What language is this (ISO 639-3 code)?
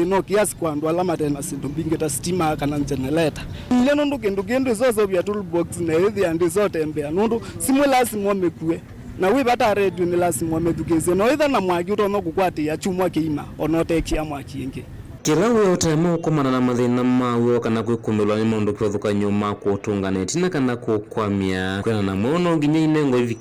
kam